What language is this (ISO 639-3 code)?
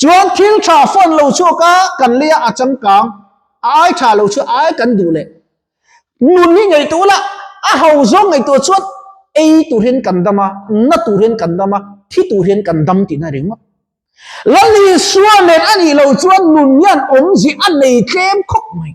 lus